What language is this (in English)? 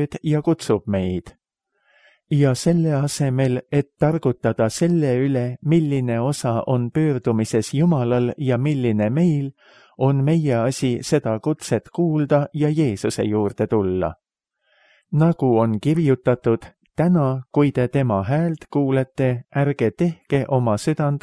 Estonian